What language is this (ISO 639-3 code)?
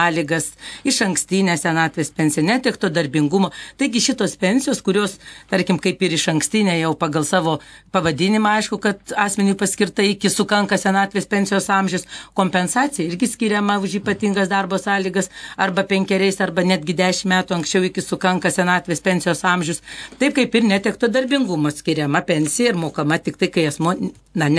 lit